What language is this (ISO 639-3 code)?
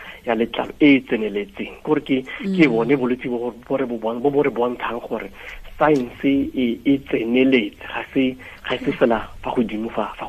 tsn